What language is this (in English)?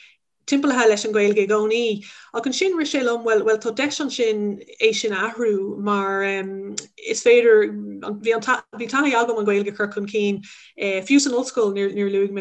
Irish